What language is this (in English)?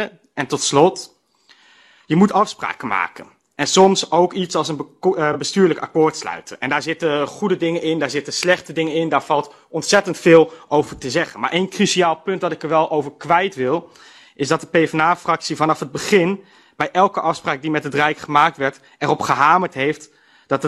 Dutch